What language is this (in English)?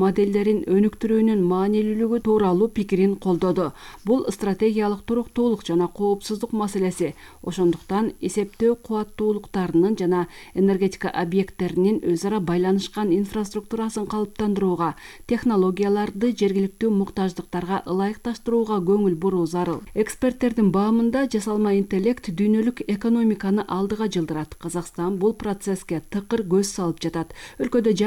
Kyrgyz